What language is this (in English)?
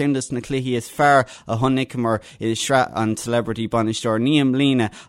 Irish